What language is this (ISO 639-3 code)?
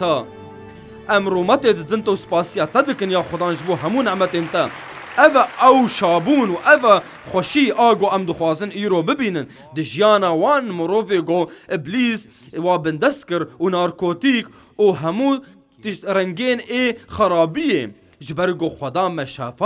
kur